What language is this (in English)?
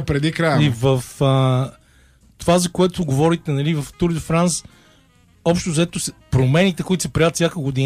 Bulgarian